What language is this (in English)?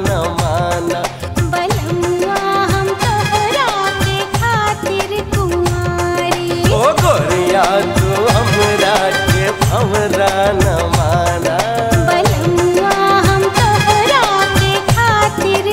Bhojpuri